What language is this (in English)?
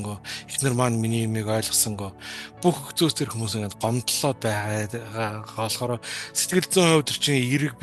Mongolian